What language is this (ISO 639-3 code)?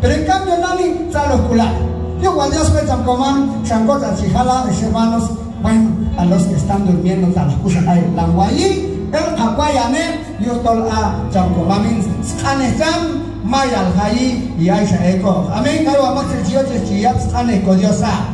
kjb